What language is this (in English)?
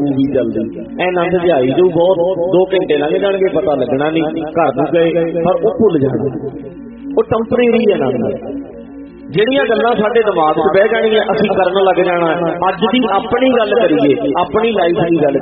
Punjabi